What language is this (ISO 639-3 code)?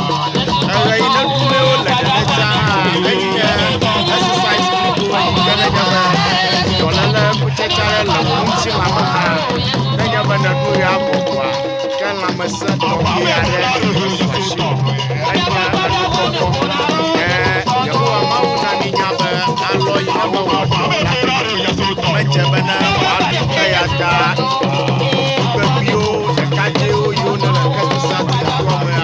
ewe